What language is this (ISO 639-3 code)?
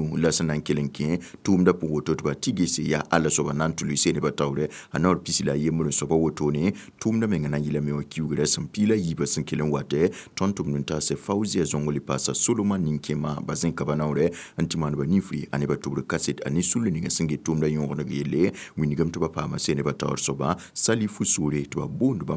mos